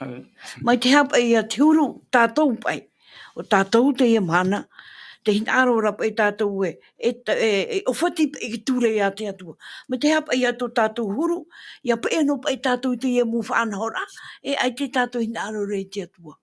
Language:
Tahitian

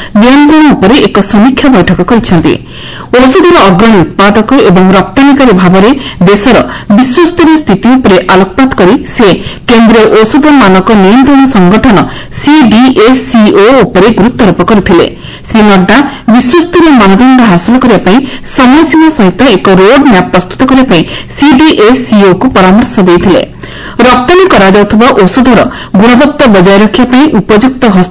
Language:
Odia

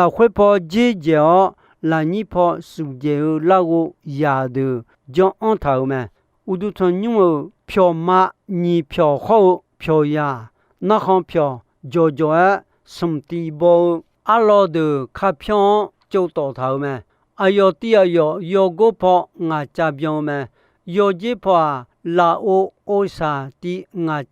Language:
Akha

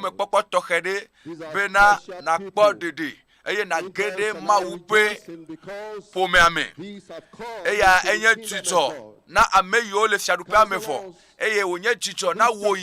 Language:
Ewe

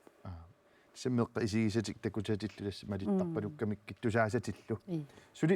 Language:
Kalaallisut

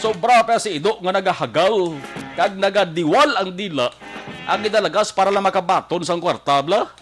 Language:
Hiligaynon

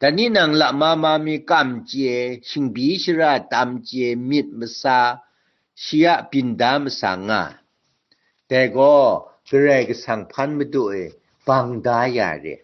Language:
Kachin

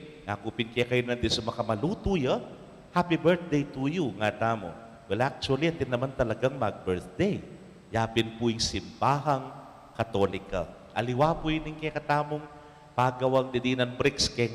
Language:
Pampanga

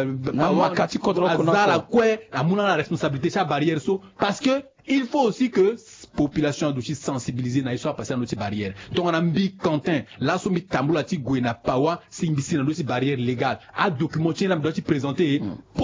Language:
Sango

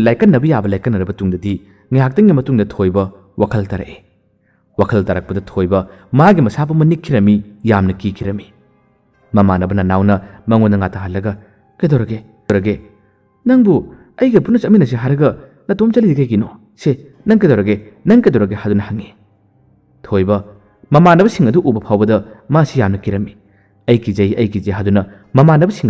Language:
Manipuri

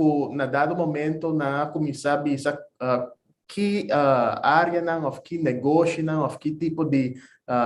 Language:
Papiamento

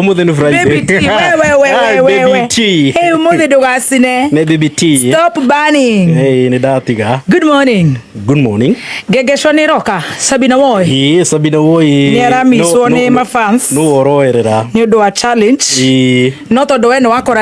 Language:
Kikuyu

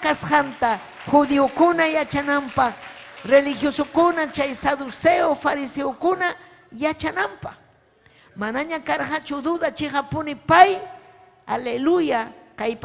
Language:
Ayacucho Quechua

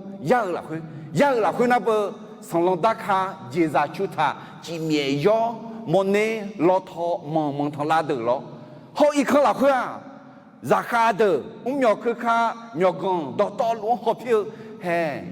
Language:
Akha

